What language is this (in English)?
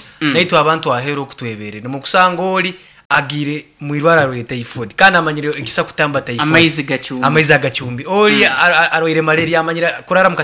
Nyoro